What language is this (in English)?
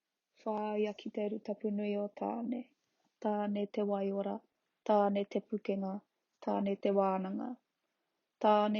Māori